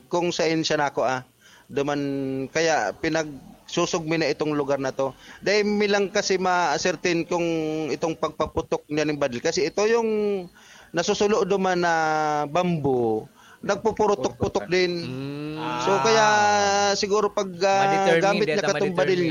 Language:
Bikol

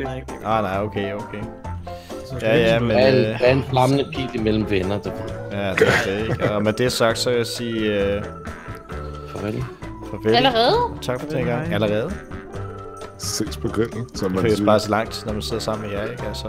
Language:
Danish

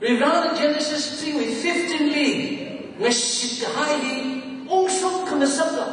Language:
Tangkhul Naga (India)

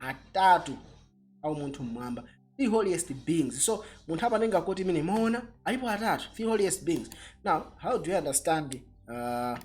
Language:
Nyanja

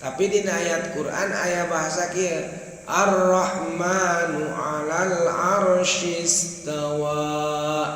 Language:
Sundanese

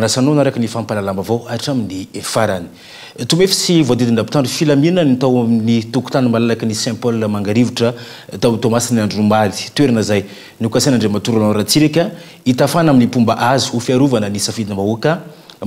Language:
Malagasy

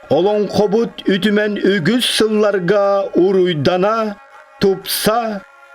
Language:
Yakut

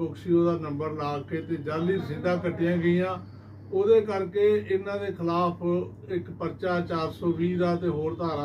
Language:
Punjabi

